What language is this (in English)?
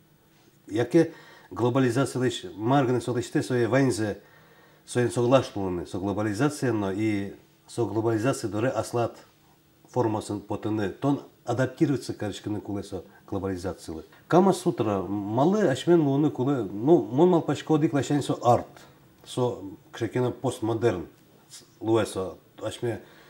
Udmurt